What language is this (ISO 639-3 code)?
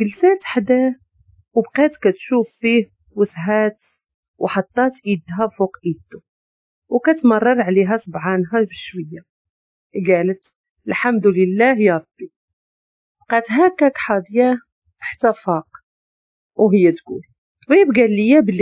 ary